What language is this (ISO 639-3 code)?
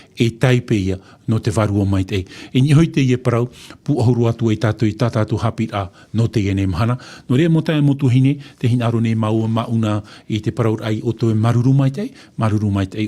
tah